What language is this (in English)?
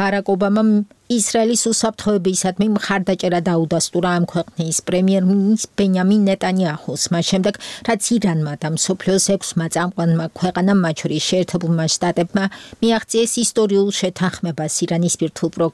Georgian